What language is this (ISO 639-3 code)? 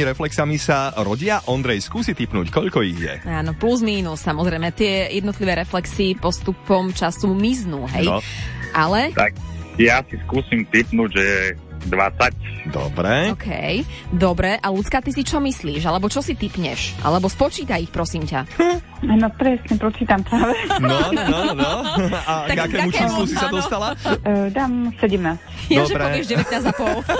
slk